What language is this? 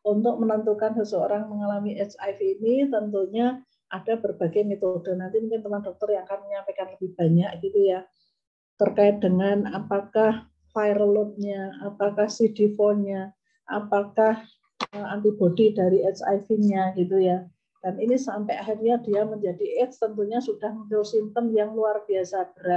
Indonesian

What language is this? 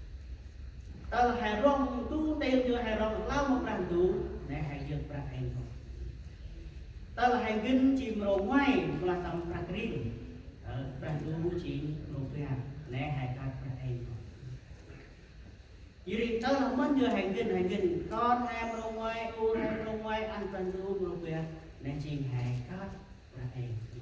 Central Mnong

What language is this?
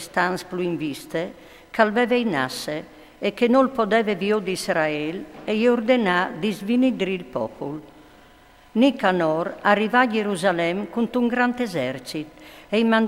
Friulian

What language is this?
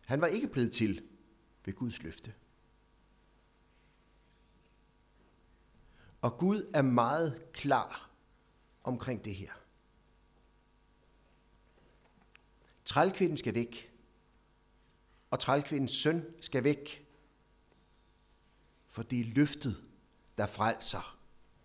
Danish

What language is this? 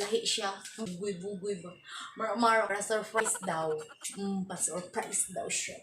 Cebuano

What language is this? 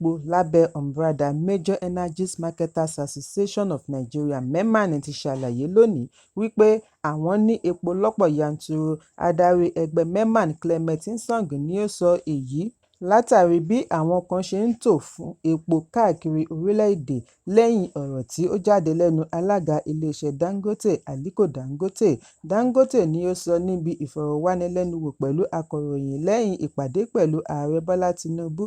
Yoruba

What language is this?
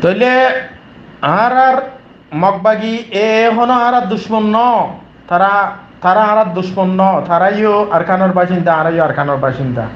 Rohingya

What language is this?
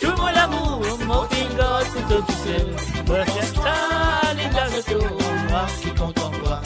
Morisyen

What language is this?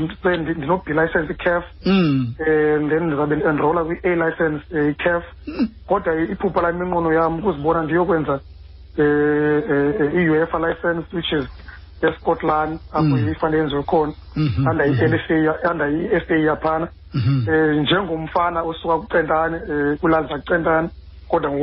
Xhosa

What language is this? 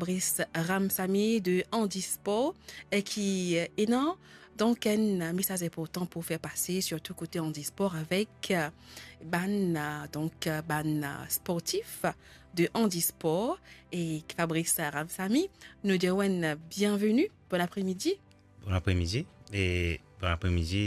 Morisyen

